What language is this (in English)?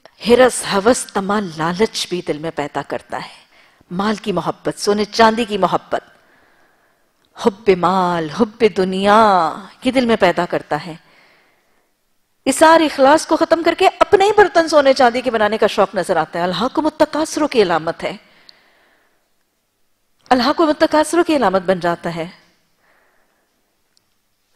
Urdu